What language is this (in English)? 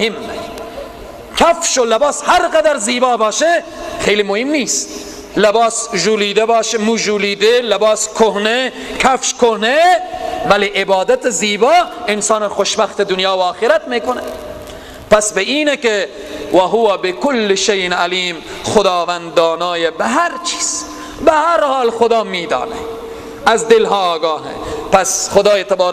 Persian